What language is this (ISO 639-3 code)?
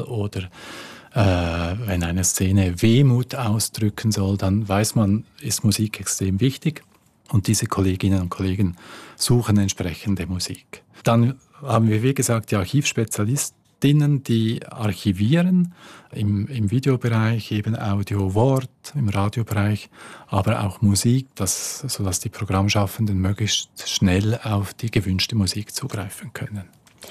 deu